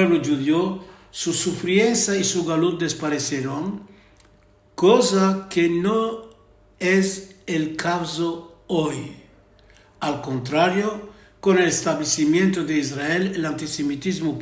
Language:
Ladino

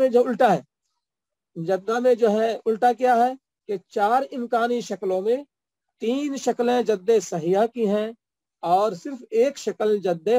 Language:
Urdu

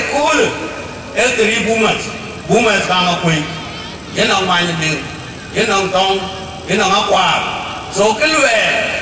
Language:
Dinka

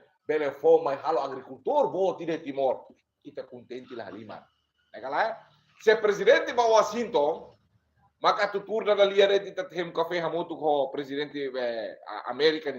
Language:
Tetum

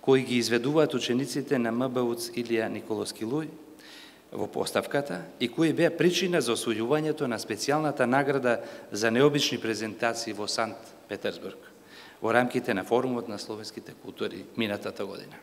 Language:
Macedonian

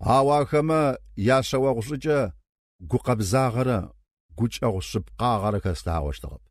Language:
Kabardian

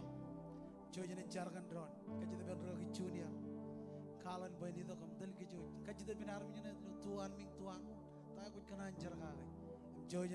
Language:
Marshallese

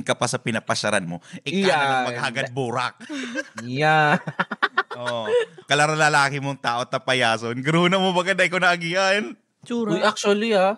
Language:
Bikol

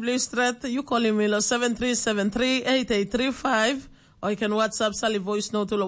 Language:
Tok Pisin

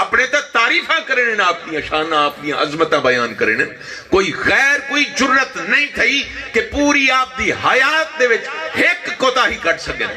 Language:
Saraiki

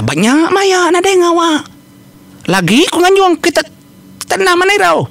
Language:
Iban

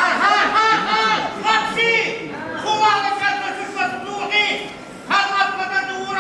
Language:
Tabassaran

